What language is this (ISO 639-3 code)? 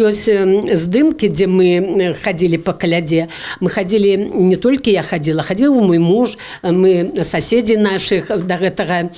bel